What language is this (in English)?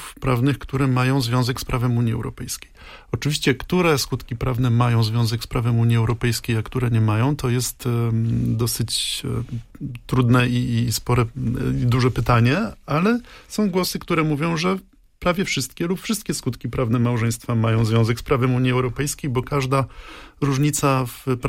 Polish